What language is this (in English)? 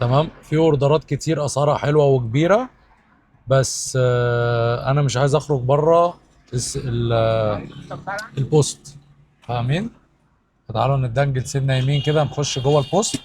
Egyptian Arabic